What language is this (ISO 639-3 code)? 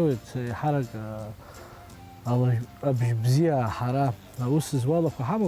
abk